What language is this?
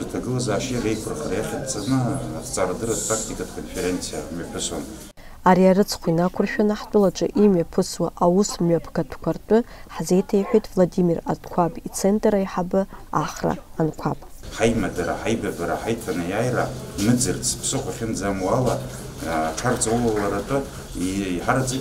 Abkhazian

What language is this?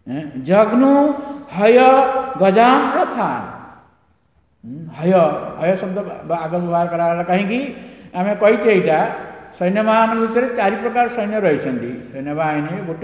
Odia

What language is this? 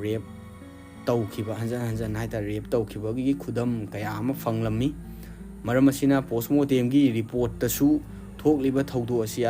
Manipuri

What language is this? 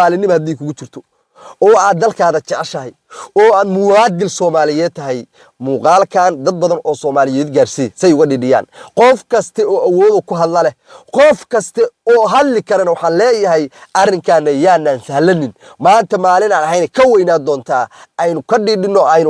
Somali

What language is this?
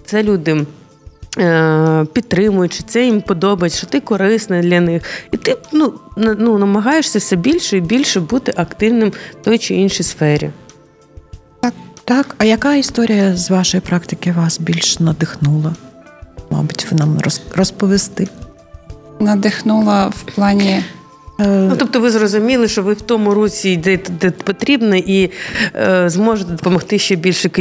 Ukrainian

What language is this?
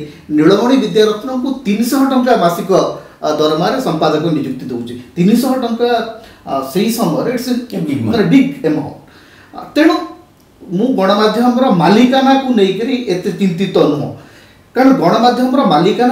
Odia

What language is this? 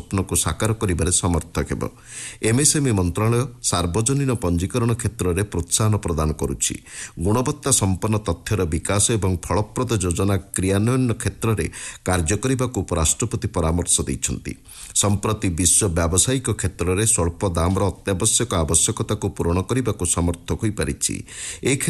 Odia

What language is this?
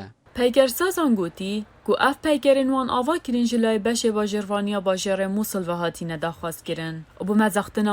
Kurdish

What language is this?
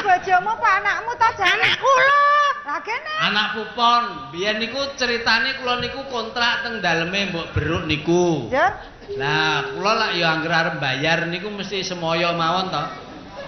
Javanese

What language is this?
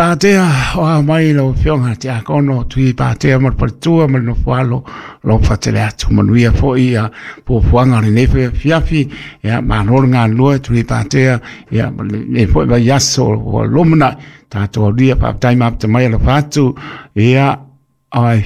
Samoan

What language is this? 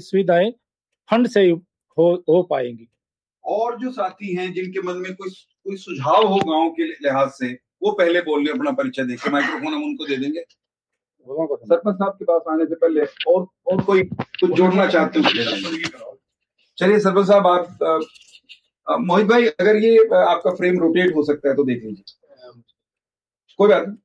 Hindi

